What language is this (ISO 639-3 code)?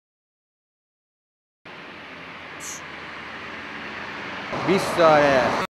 fas